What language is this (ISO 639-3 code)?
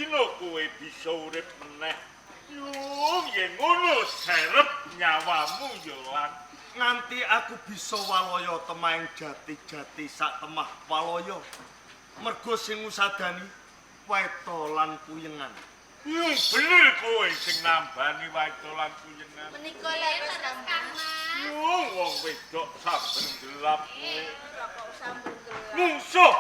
jav